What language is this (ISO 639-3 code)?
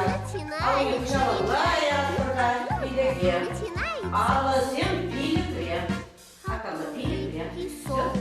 chv